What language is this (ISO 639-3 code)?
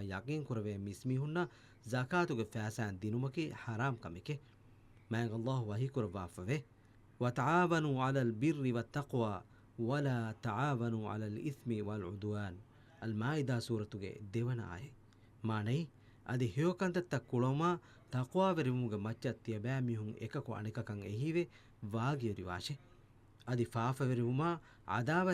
div